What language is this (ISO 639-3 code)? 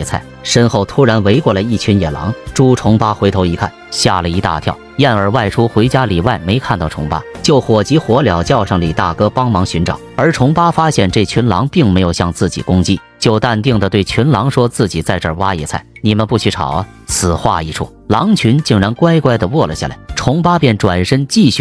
zho